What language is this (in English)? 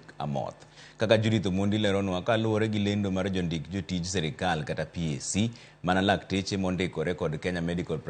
Luo (Kenya and Tanzania)